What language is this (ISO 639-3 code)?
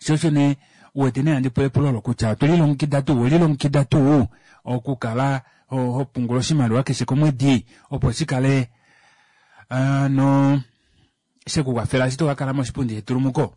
kua